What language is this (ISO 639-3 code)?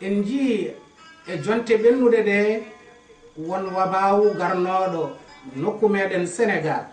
ful